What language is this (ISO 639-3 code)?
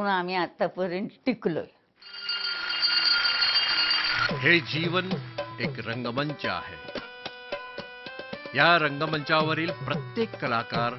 mar